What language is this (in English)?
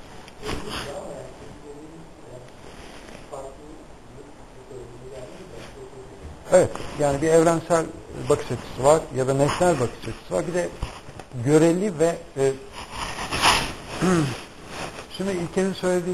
Turkish